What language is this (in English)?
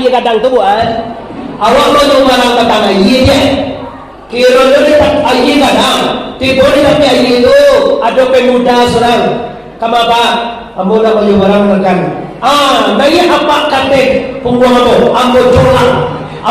Minangkabau